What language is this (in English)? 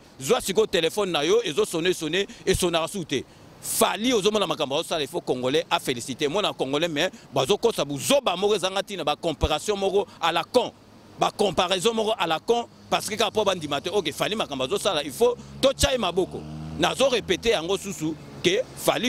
Lingala